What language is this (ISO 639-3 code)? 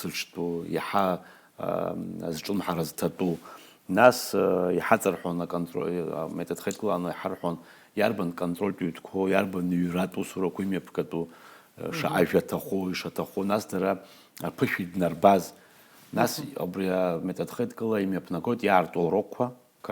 abk